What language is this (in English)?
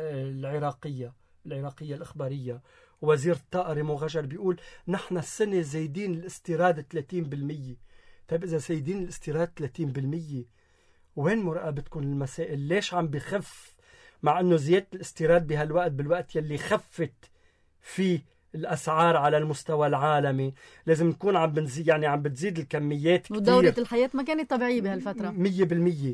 North Levantine Arabic